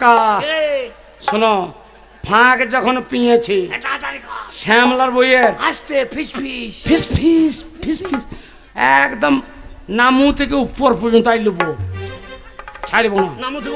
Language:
Bangla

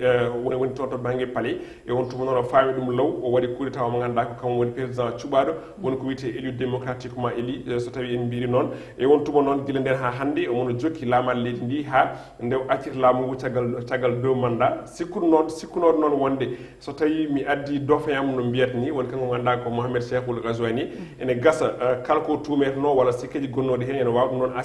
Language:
Fula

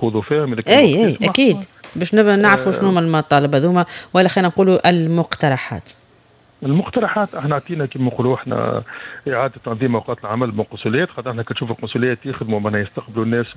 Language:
Tunisian Arabic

